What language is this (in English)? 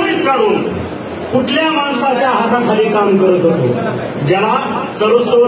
Marathi